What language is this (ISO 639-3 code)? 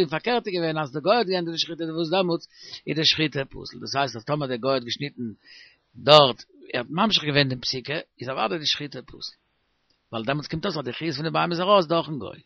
yid